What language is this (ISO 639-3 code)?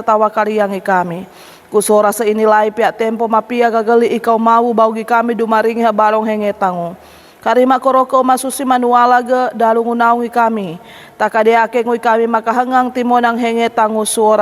sxn